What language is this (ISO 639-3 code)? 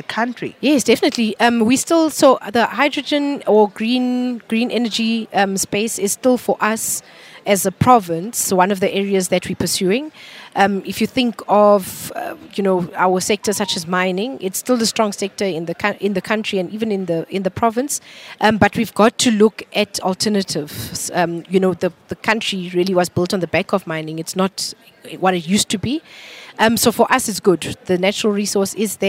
eng